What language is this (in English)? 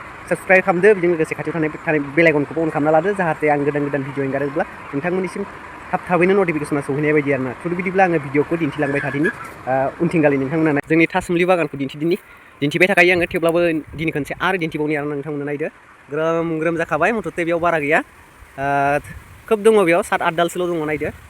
Bodo